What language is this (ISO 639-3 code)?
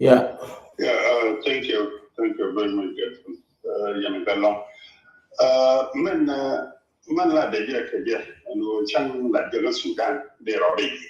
nus